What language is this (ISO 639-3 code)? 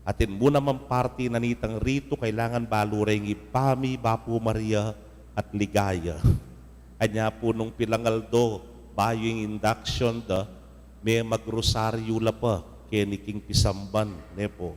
pam